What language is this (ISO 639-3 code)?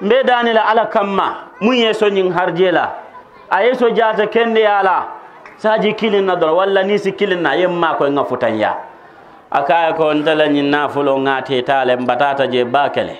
man